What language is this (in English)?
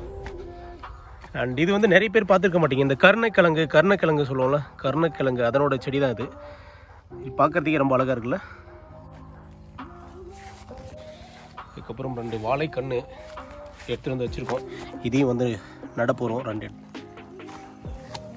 Tamil